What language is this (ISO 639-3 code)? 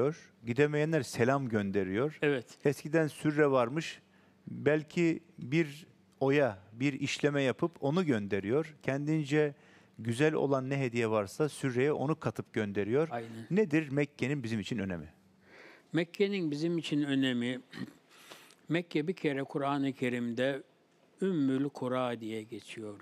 tur